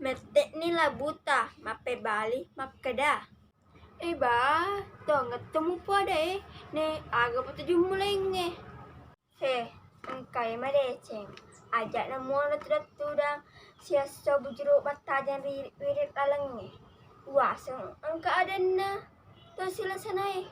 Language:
Buginese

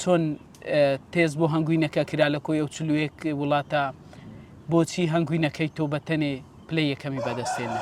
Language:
Central Kurdish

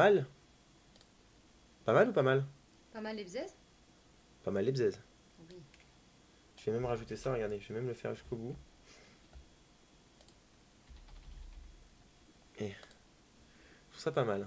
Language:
French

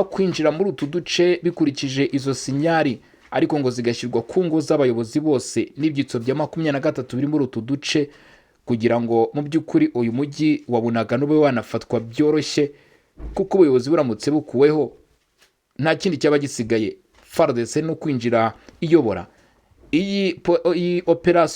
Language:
Kinyarwanda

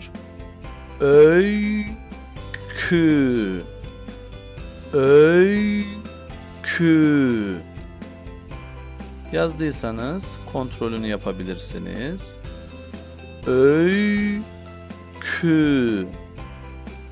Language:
Turkish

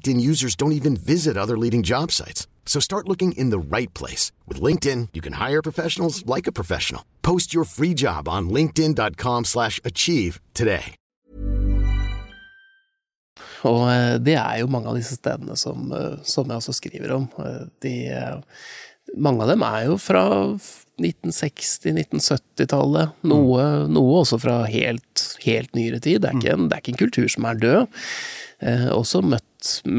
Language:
Norwegian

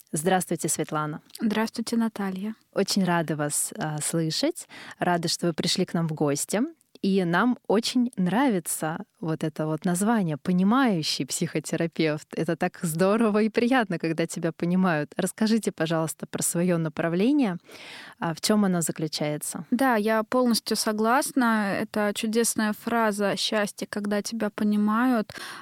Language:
Russian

